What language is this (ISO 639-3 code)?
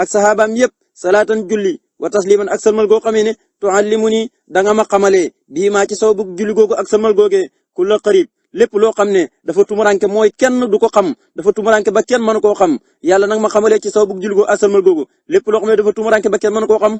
wol